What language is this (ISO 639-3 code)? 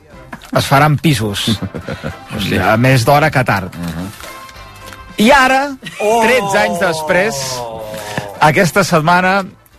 cat